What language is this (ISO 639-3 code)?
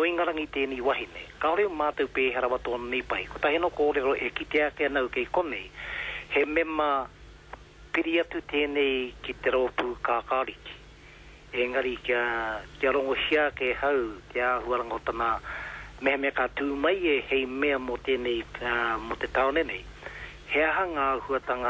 mri